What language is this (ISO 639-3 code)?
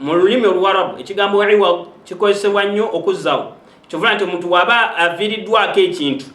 lug